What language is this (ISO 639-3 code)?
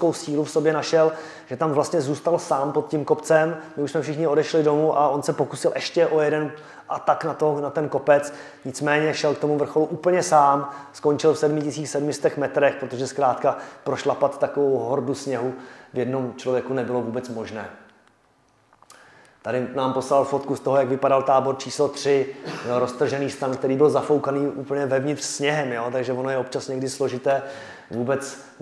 ces